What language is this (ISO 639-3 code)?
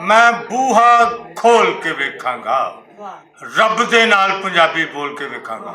lah